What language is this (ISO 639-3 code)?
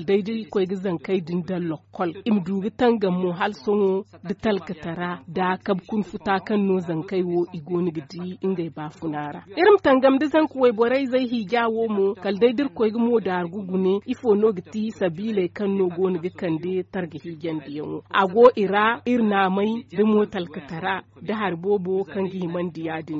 dje